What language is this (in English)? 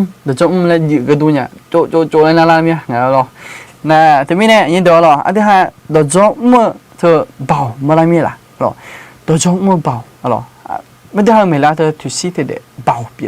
Akha